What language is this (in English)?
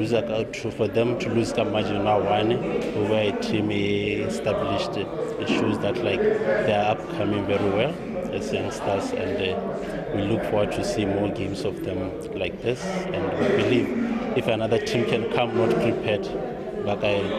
Tswana